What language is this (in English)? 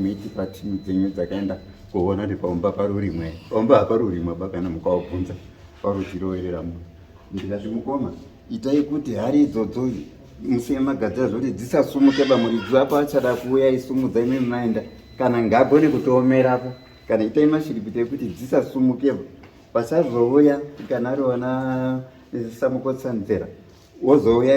Shona